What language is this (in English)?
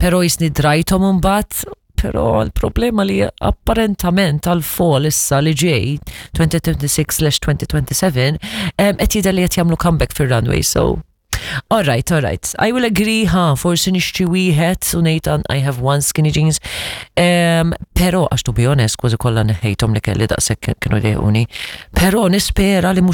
Maltese